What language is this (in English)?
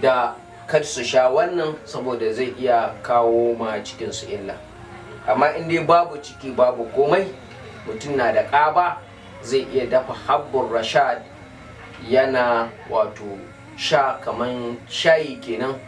Hausa